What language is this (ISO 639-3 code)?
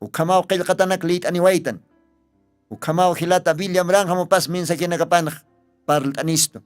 aym